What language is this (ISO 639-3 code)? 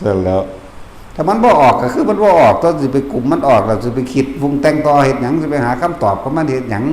tts